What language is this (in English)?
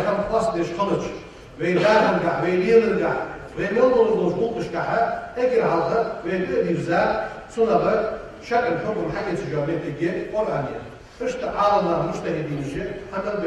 Ingush